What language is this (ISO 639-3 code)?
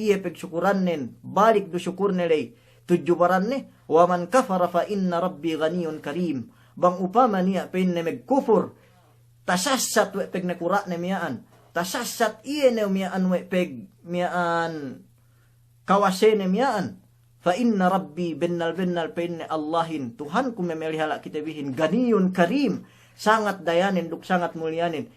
yka